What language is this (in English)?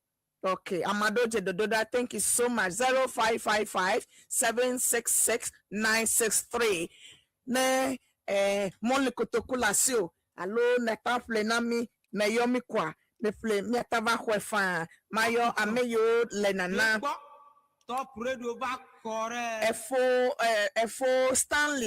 Ewe